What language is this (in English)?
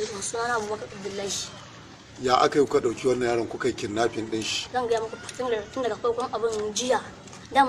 Hausa